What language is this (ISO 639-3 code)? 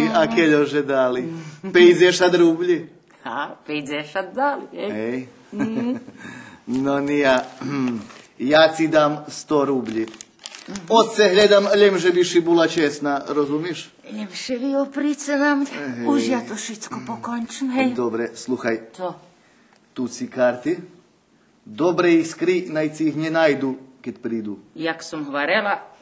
rue